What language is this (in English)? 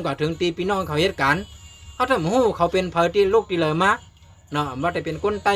Shan